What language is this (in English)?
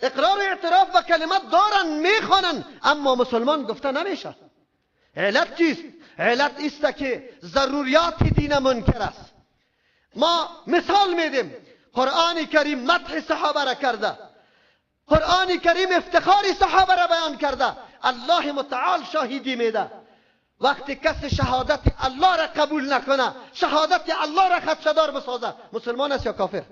Persian